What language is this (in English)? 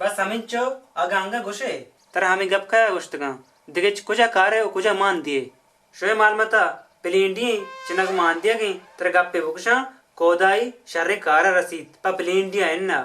Baluchi